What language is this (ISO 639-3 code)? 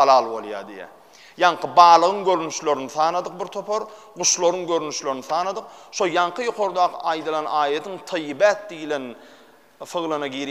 tuk